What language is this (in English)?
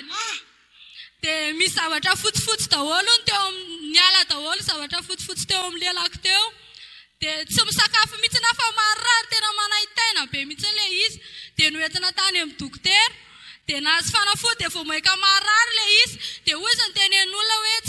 Malagasy